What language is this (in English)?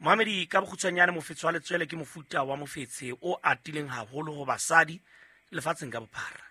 Southern Sotho